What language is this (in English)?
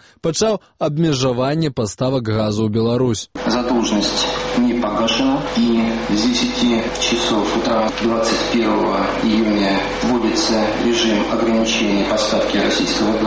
Belarusian